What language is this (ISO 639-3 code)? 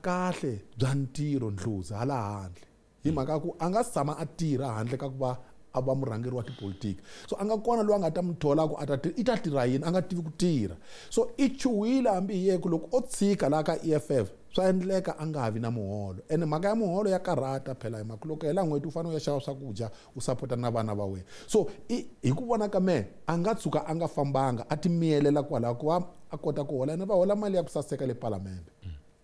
tso